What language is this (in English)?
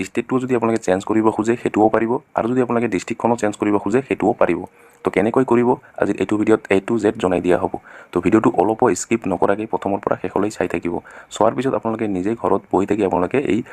Assamese